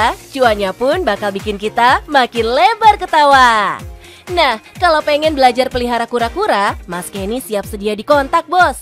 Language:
Indonesian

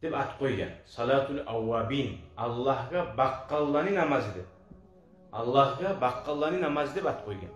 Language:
Kumyk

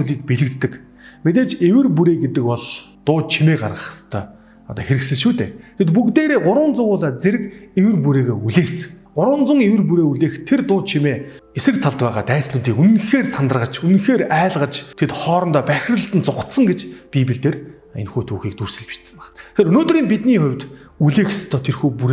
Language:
Mongolian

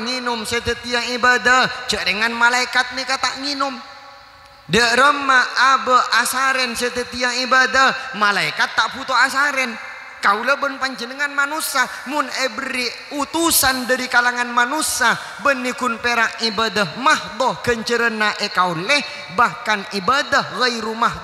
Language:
Madurese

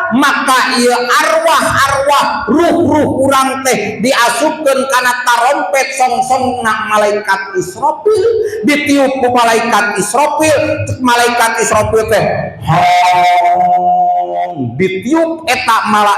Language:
Sundanese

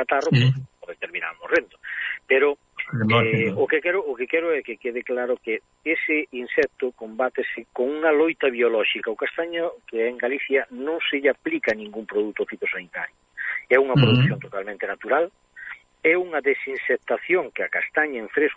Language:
Galician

